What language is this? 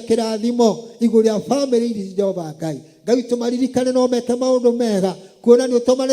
Kikuyu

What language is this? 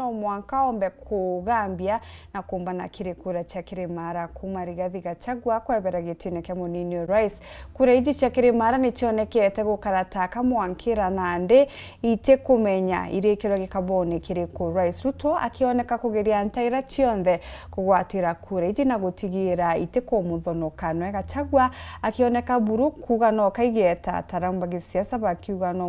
Meru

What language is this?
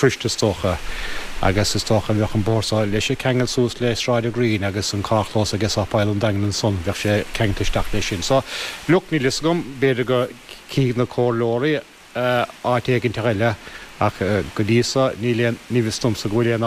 Irish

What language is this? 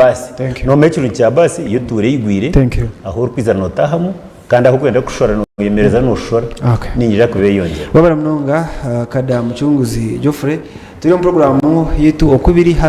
Nyankole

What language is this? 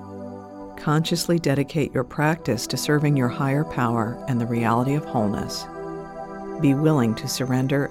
English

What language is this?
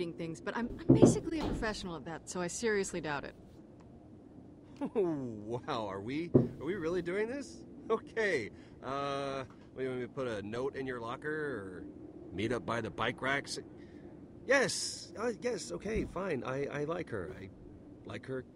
English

